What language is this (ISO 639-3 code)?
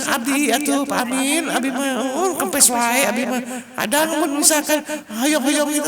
sun